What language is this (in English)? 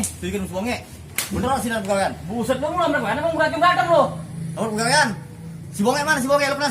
Betawi